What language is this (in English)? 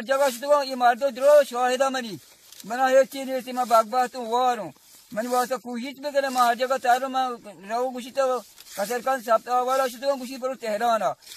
Baluchi